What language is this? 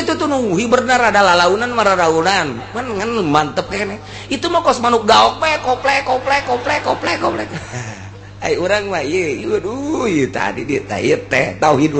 Sundanese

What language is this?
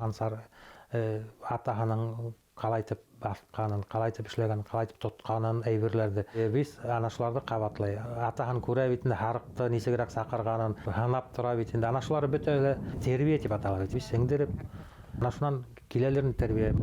Bashkir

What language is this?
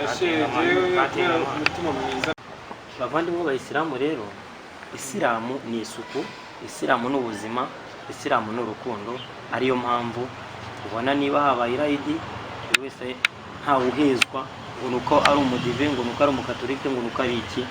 Kinyarwanda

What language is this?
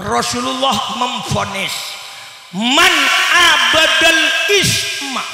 Madurese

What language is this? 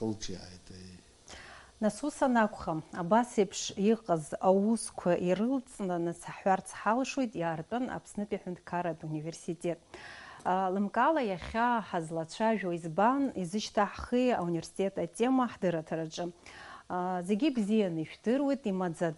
Abkhazian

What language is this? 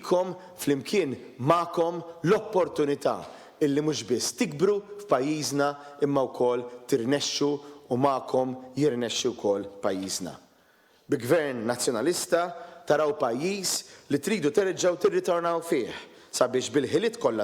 Maltese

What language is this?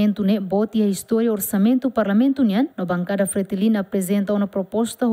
Tetum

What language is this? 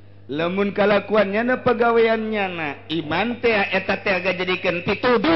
Sundanese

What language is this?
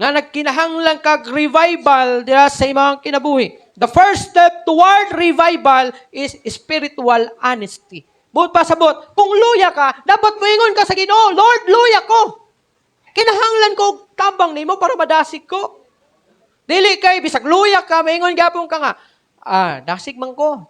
Cebuano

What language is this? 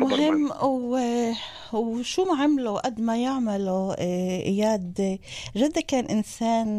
North Levantine Arabic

